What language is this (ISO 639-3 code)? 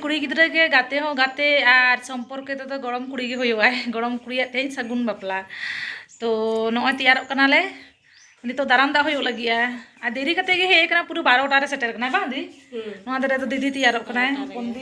sat